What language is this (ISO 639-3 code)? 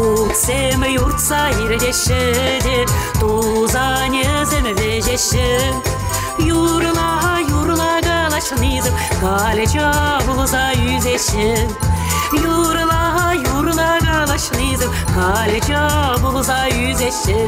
chv